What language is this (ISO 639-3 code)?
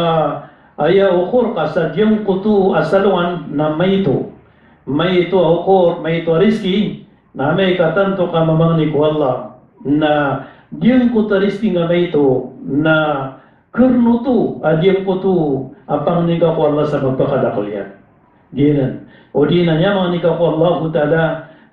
mrw